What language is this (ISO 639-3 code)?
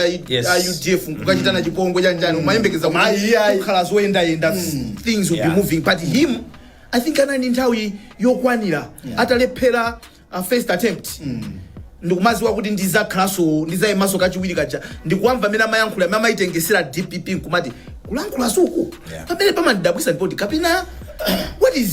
nya